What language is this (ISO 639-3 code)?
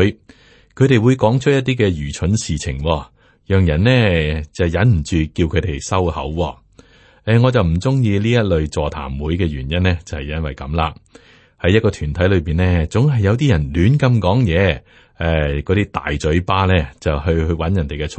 yue